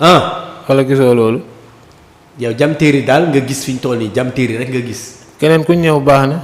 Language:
Wolof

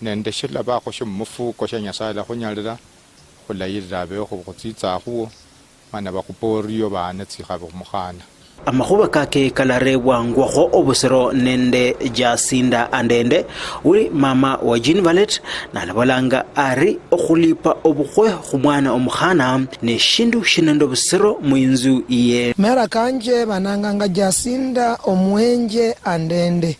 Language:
Luyia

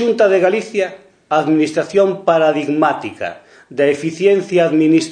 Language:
Galician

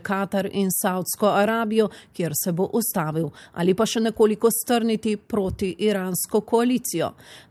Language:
Slovenian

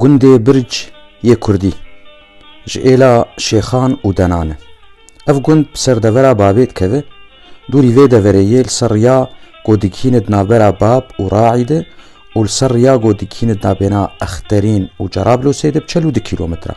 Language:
Kurdish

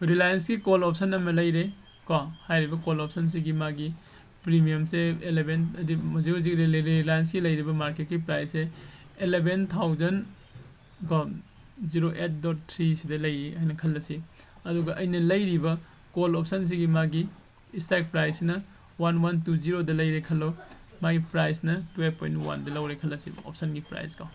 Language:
Manipuri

